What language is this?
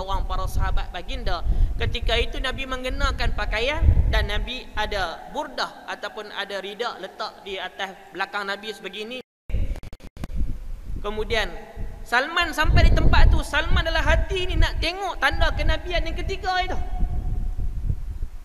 Malay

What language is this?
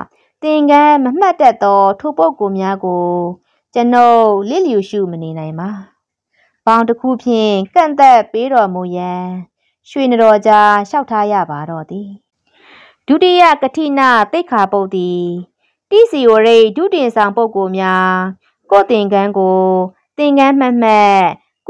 Burmese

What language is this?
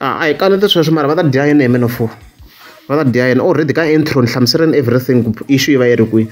Tsonga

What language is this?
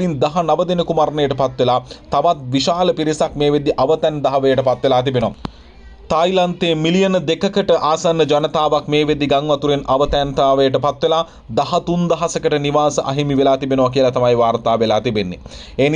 Sinhala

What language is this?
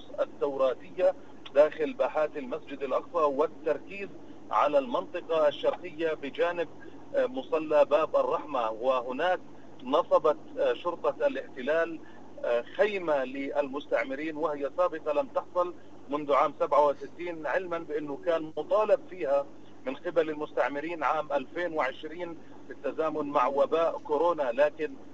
Arabic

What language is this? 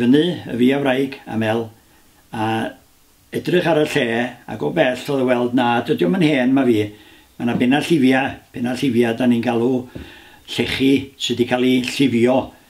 Welsh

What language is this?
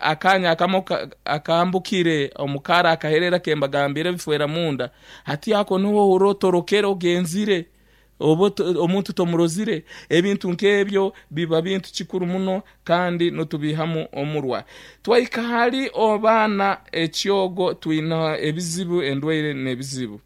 Nyankole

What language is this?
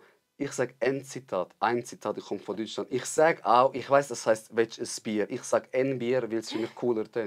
Swiss German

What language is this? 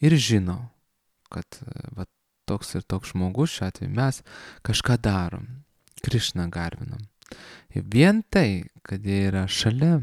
Lithuanian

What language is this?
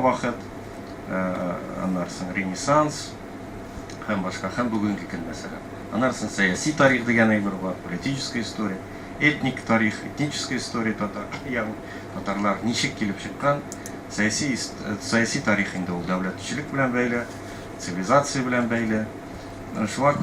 Tatar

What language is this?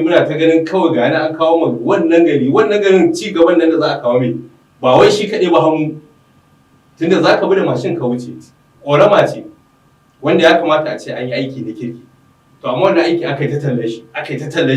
Hausa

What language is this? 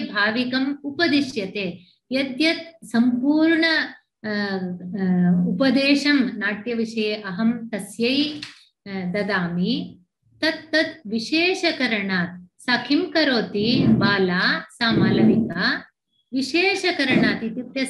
Sanskrit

